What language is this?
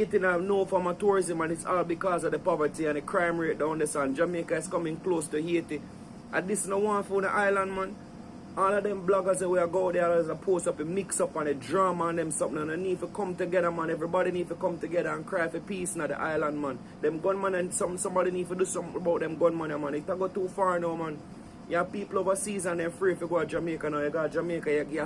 Jamaican Creole English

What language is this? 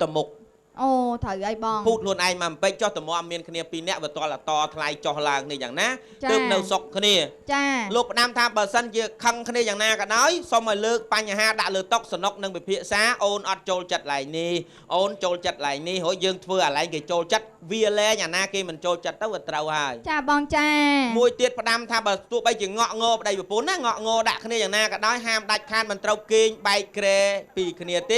Khmer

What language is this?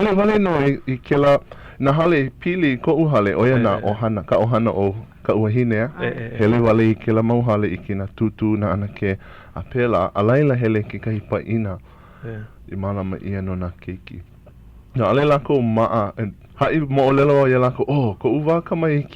Hawaiian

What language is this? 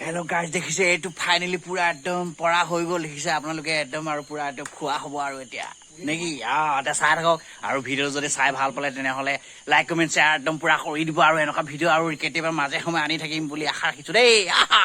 Assamese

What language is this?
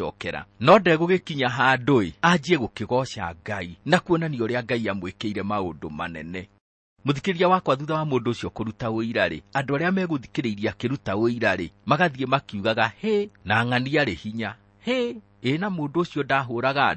Kikuyu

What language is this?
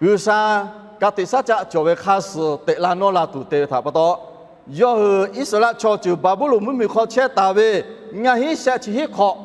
Lahu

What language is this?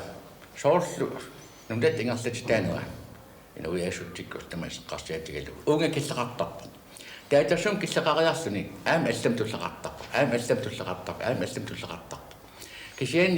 Kalaallisut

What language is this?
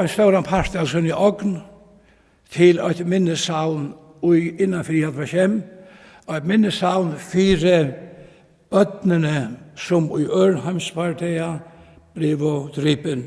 Faroese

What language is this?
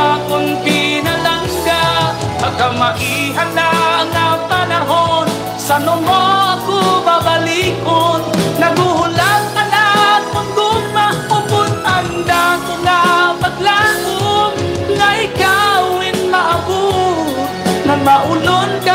Waray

